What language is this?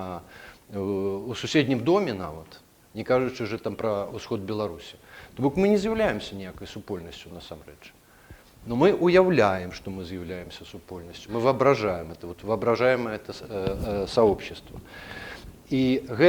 Belarusian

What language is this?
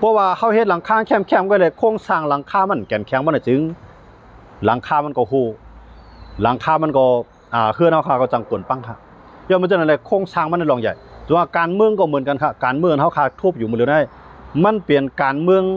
Shan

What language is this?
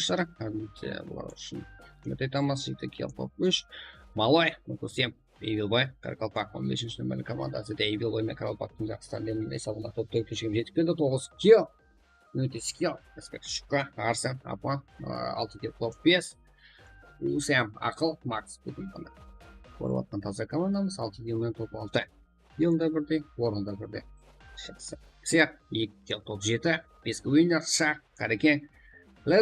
Kara-Kalpak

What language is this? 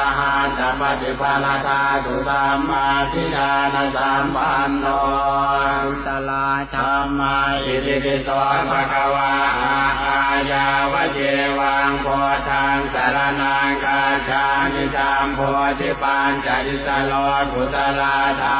Pali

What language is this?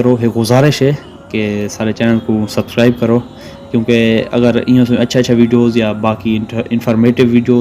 Saraiki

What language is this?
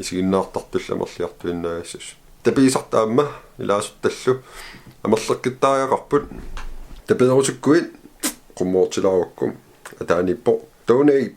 Kalaallisut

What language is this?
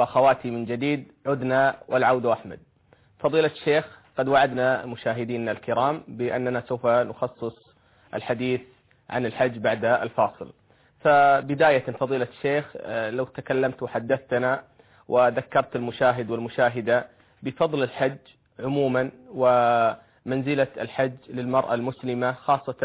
Arabic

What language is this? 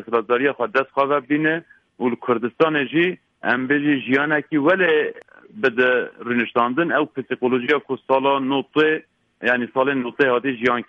Kurdish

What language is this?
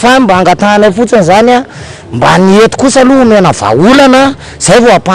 Malagasy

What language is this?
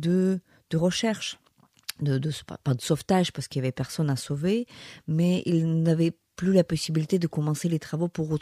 French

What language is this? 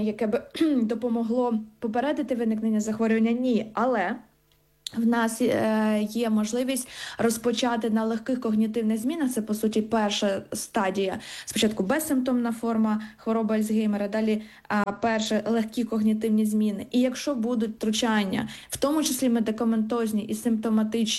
Ukrainian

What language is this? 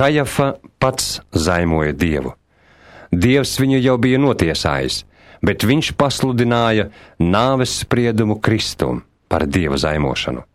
Latvian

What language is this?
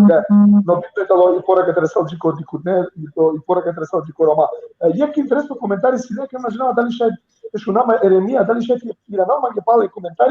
Balkan Romani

